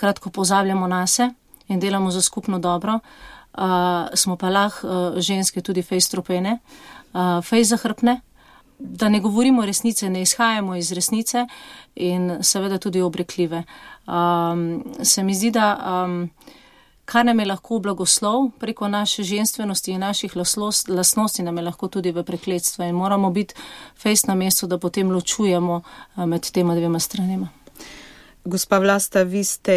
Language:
Slovenian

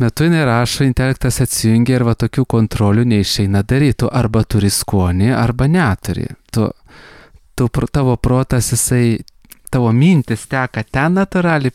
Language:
Lithuanian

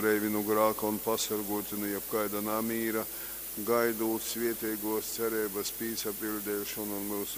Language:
Latgalian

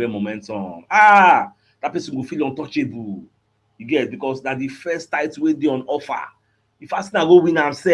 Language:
Nigerian Pidgin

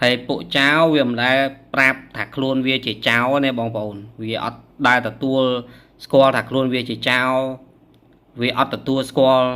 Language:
Khmer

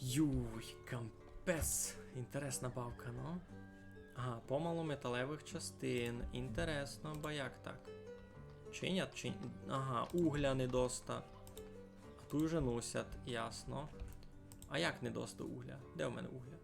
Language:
Rusyn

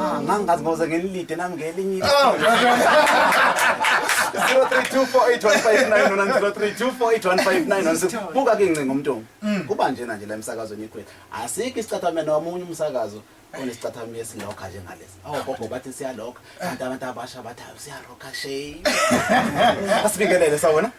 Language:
Zulu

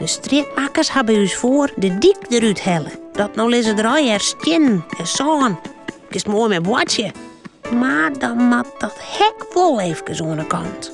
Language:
Western Frisian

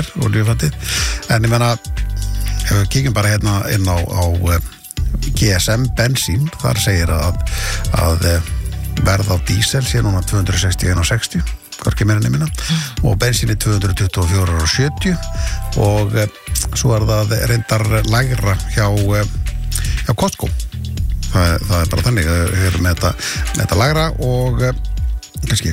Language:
Icelandic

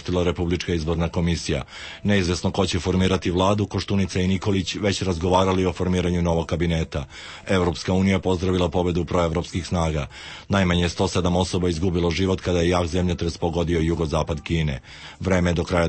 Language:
Serbian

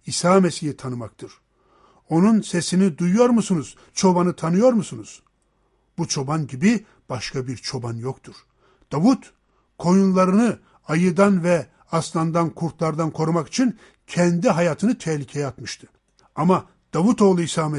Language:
Turkish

